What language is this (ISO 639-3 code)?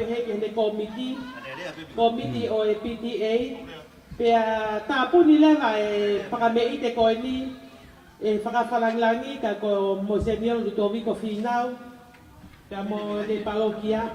ton